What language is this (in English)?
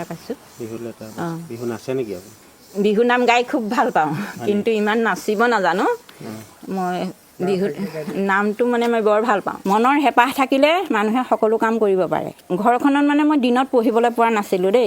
Assamese